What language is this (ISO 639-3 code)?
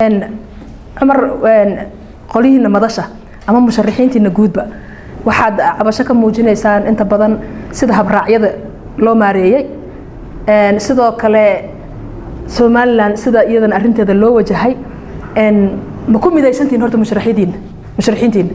som